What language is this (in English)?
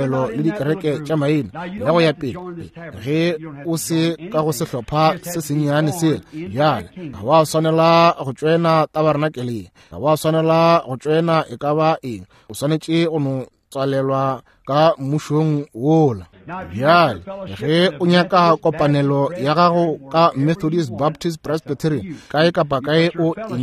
Northern Sotho